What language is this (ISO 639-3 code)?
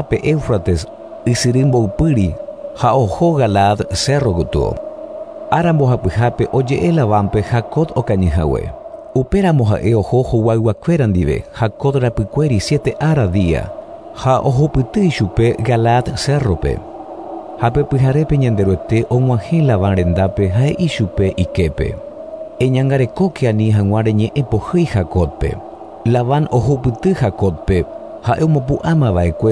grn